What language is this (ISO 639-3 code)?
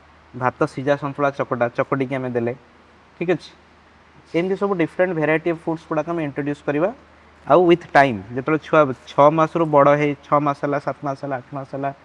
ori